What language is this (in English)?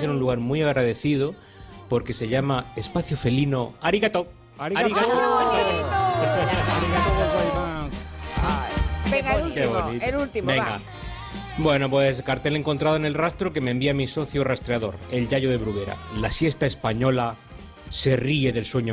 Spanish